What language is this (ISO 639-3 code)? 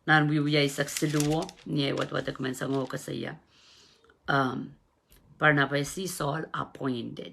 pon